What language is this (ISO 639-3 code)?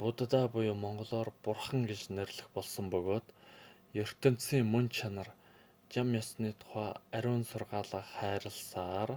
mon